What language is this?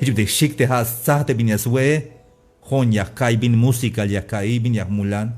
Tzeltal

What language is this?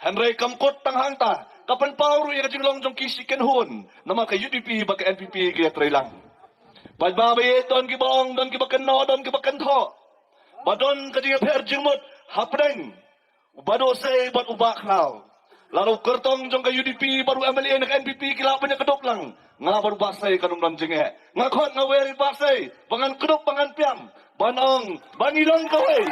Khasi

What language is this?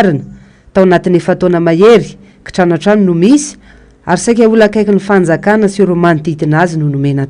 Malagasy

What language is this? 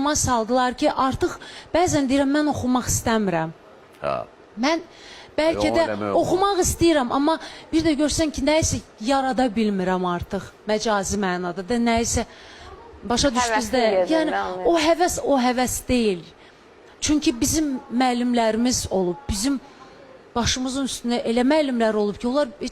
Azerbaijani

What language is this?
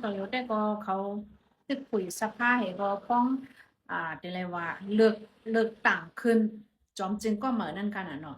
Shan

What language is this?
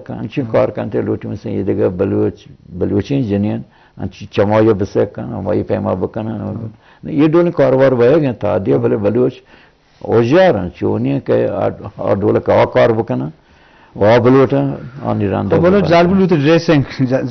Eastern Balochi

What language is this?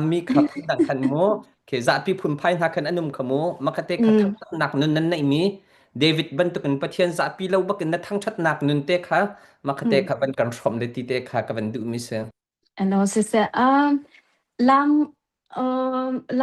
Hakha Chin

